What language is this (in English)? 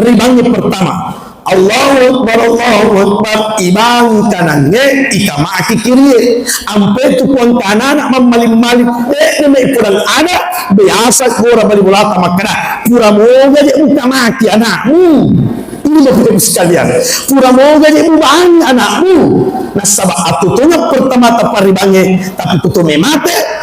Buginese